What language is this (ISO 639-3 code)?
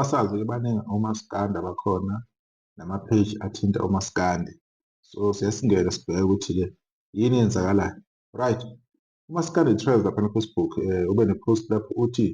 zul